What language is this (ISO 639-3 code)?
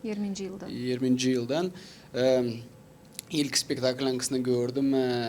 gag